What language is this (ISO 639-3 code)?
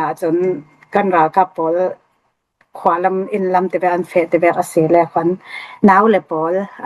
cfm